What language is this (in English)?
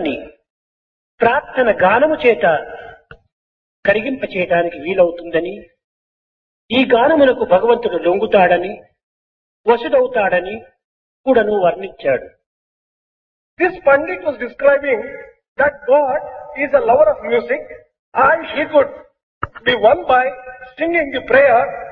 Telugu